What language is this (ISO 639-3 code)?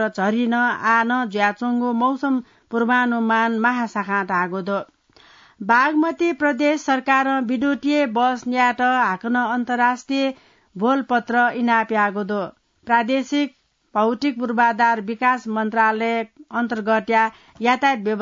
new